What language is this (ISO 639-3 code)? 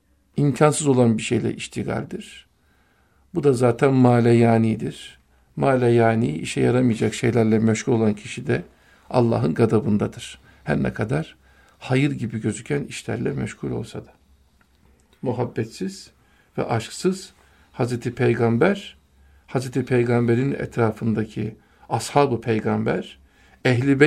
tur